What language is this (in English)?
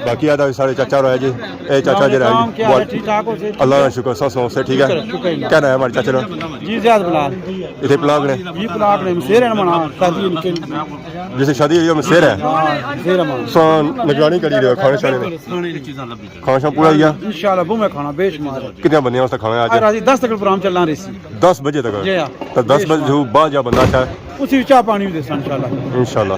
Pahari-Potwari